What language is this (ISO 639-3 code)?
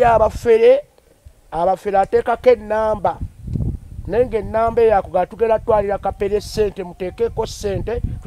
lug